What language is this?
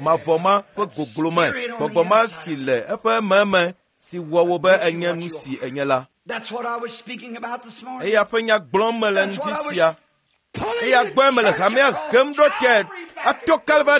Ewe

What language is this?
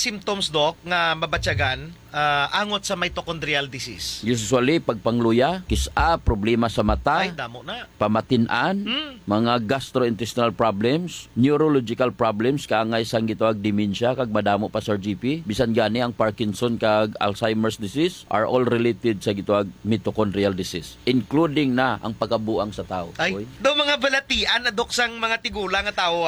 Hiligaynon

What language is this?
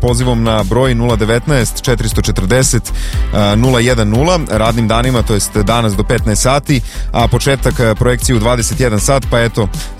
Serbian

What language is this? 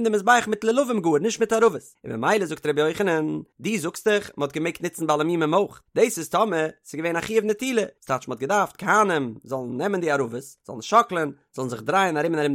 Yiddish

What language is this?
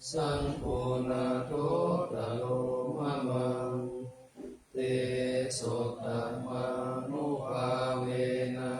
Pali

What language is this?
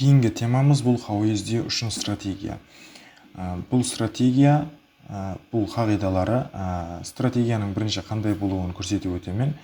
Kara-Kalpak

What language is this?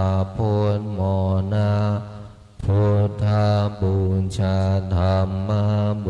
Pali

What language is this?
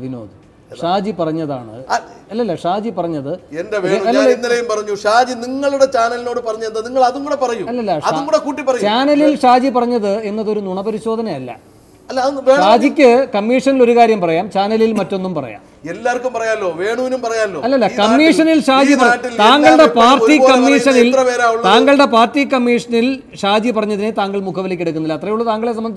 Malayalam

